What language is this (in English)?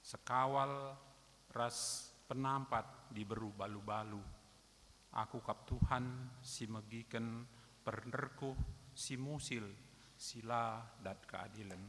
Batak Karo